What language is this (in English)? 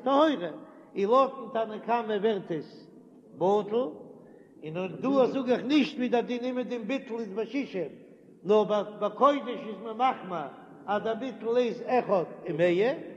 Yiddish